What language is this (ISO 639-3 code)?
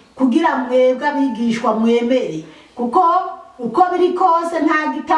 run